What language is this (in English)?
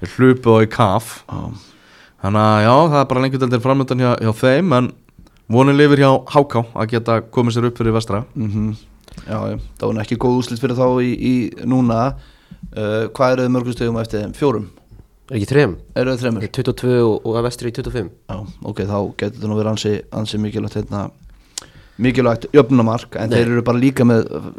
Icelandic